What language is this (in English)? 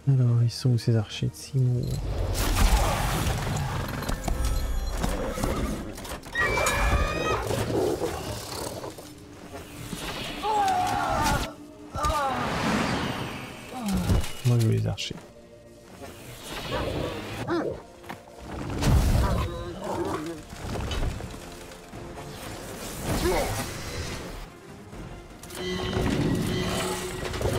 French